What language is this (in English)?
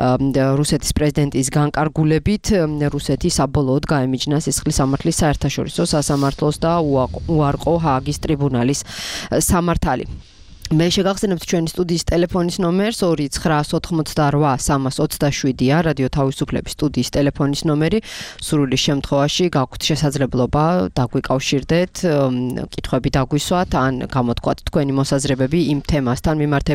Georgian